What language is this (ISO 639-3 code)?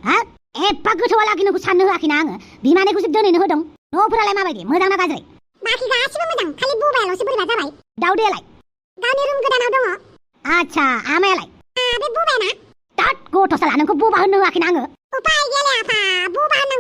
brx